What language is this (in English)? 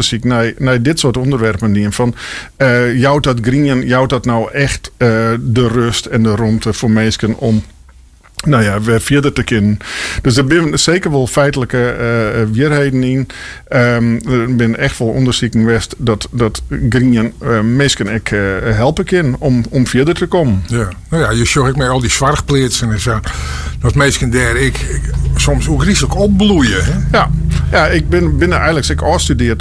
Western Frisian